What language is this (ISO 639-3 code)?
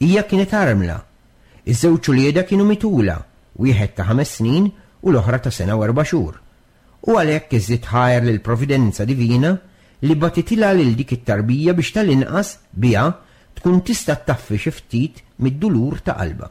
mlt